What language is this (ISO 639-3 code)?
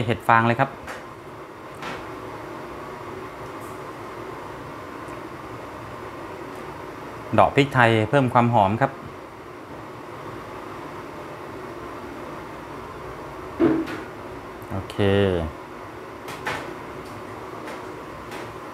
tha